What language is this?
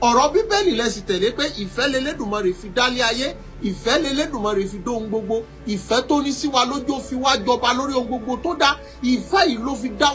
Yoruba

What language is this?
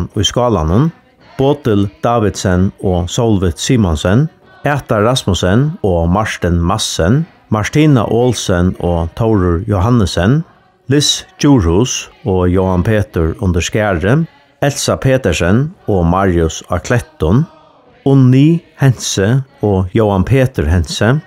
Faroese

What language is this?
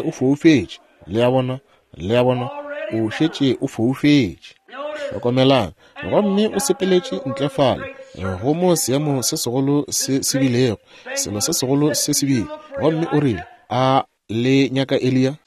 Northern Sotho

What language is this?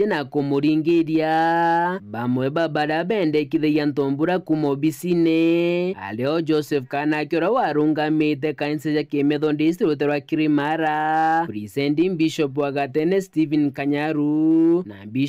Meru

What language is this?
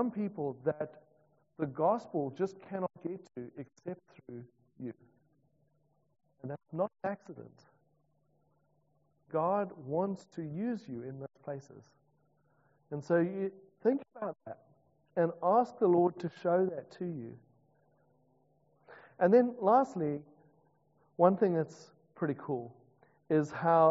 English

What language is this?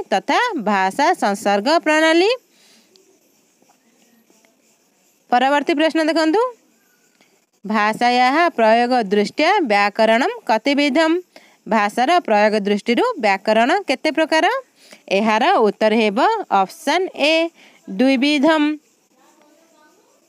Odia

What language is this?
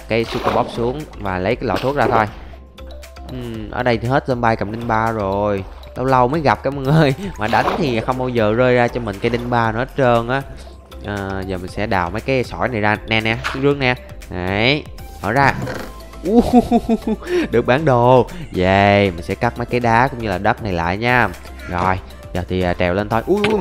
Vietnamese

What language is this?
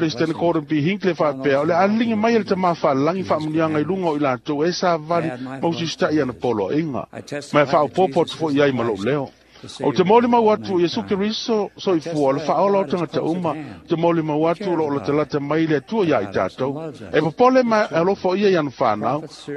Samoan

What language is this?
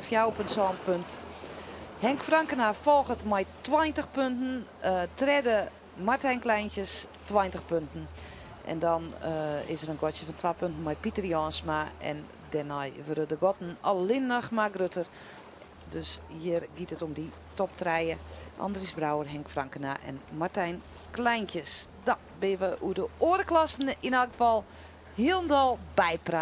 Western Frisian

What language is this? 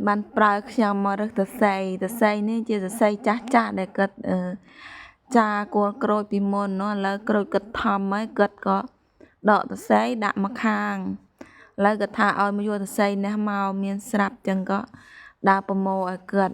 Khmer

